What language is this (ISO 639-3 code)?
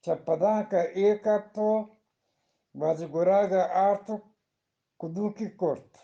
bgp